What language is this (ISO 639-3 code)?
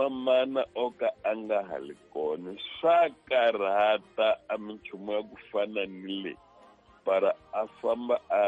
tso